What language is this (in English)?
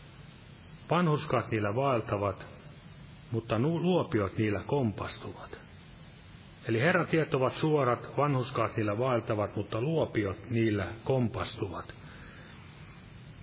Finnish